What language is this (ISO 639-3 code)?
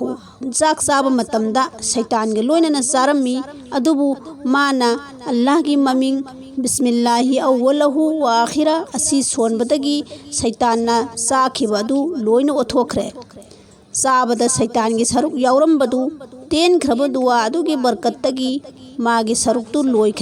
mni